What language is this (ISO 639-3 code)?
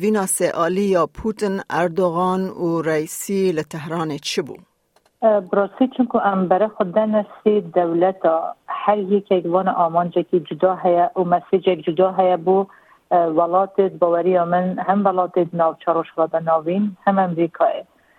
kur